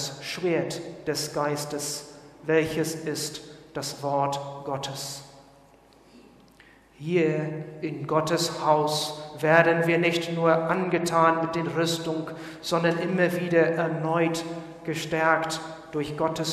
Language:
German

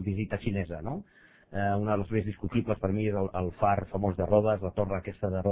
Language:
Catalan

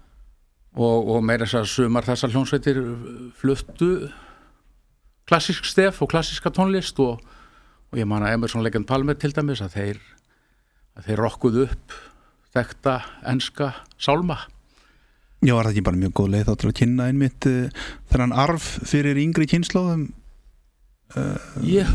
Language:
Icelandic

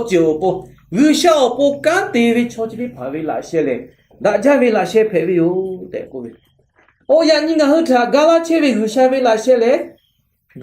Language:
Lahu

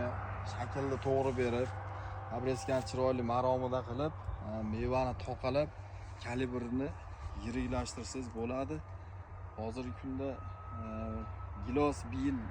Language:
Uzbek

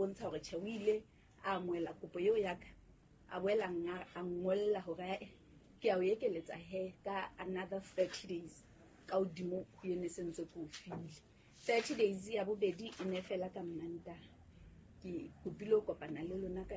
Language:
Southern Sotho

